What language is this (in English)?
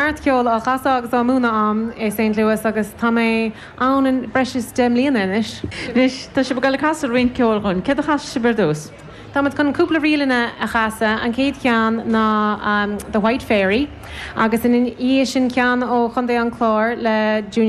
Irish